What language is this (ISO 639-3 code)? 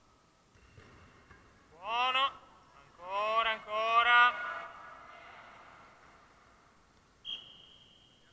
ita